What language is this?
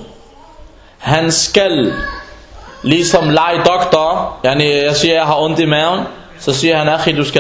Danish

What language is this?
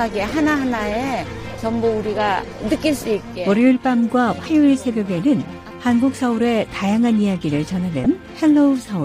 Korean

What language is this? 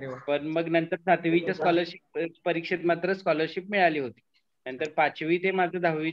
Marathi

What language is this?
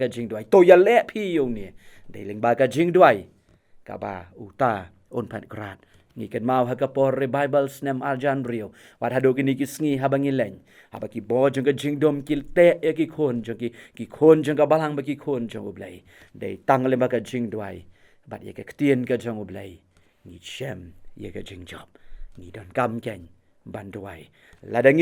Khasi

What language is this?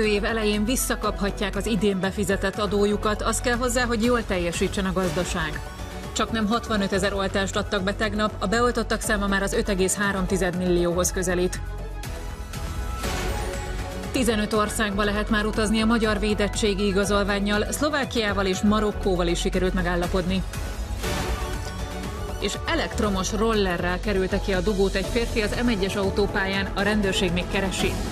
Hungarian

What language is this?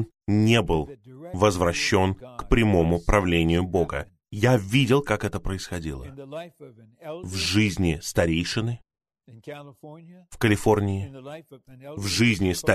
Russian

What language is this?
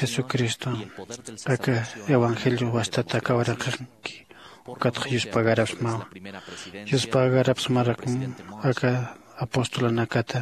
Aymara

